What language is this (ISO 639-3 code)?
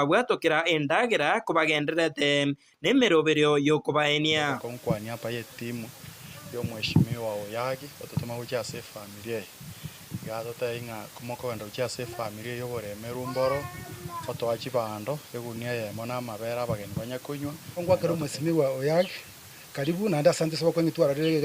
guz